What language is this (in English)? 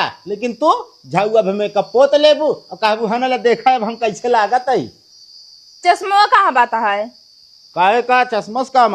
Awadhi